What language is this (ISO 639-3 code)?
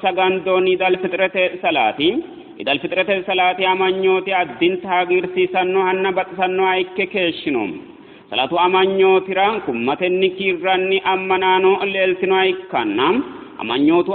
sid